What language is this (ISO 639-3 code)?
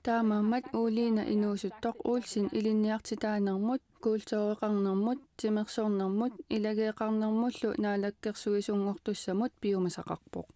kal